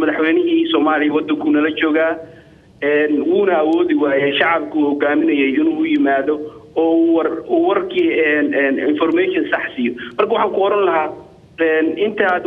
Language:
Somali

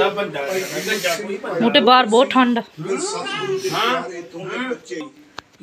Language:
Punjabi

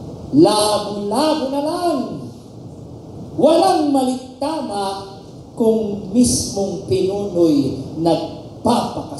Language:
Filipino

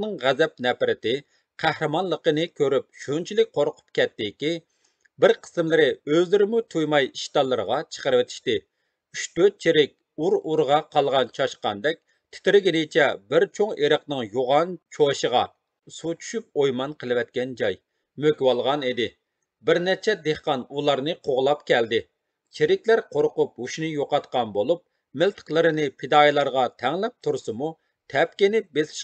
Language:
Uyghur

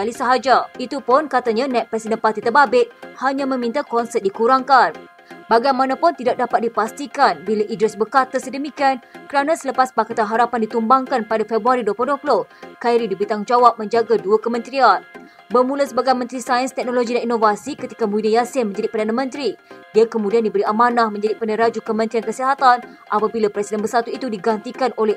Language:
Malay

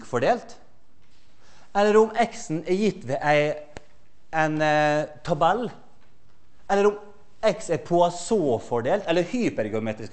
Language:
Norwegian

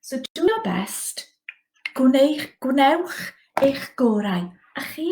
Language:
Welsh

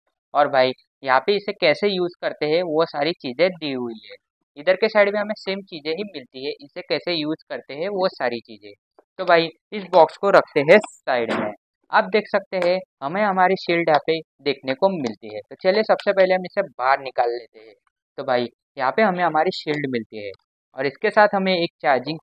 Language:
Hindi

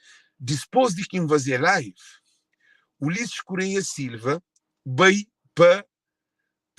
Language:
Kabuverdianu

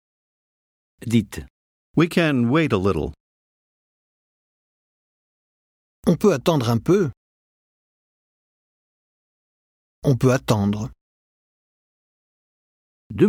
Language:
French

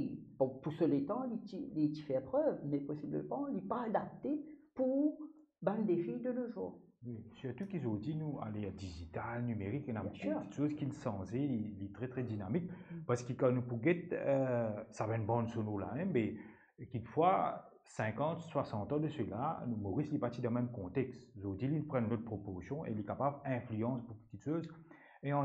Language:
Morisyen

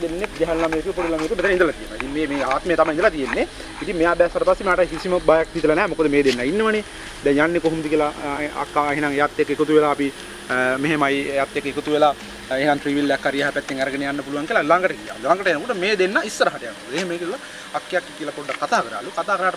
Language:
Sinhala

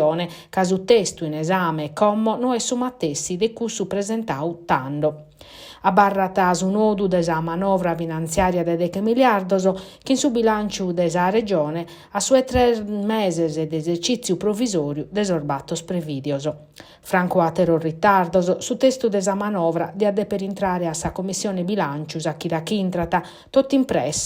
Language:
Sardinian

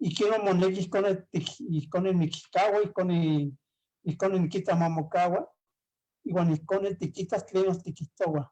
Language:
Eastern Huasteca Nahuatl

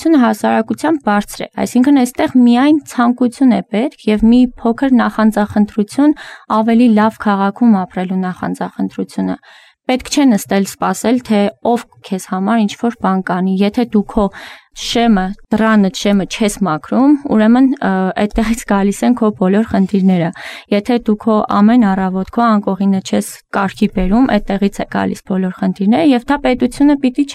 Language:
Armenian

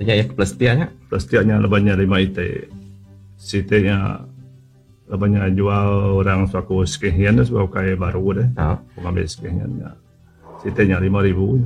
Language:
Iban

